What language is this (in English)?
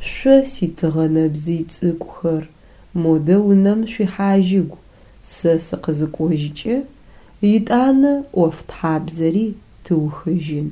Adyghe